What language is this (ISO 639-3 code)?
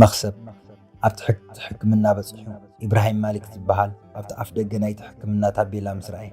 tir